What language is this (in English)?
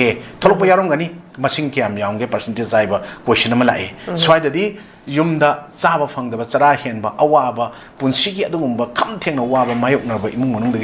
Manipuri